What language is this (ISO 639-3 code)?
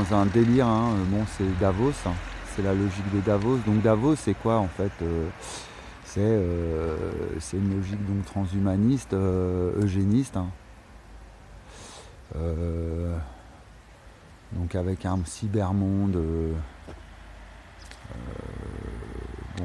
fra